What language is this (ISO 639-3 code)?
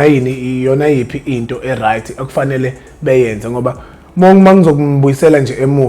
zul